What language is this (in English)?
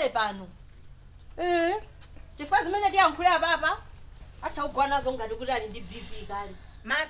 Nyanja